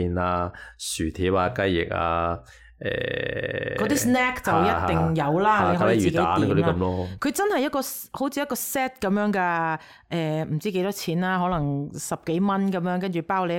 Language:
Cantonese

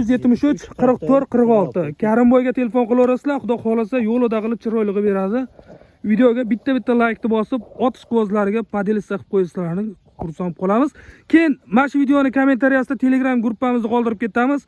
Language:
Uzbek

